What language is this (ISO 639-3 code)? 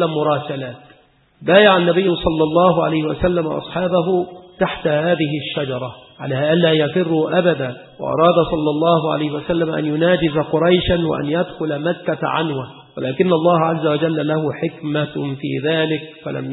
ara